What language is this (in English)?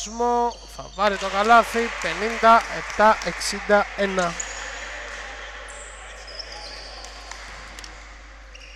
Greek